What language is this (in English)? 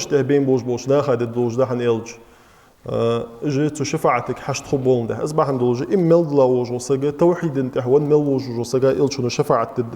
Ingush